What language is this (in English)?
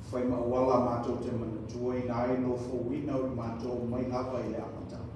Samoan